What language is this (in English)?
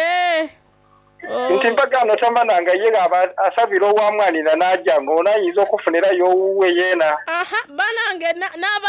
Soga